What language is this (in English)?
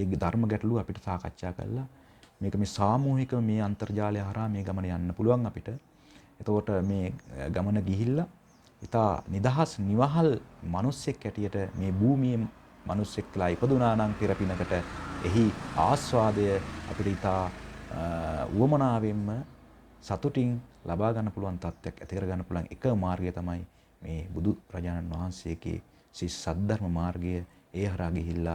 Sinhala